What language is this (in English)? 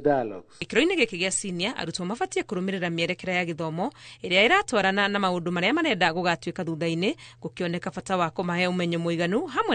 Kikuyu